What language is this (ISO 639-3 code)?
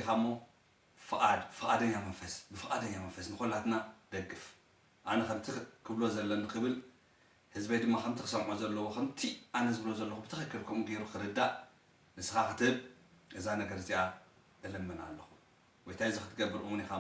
tir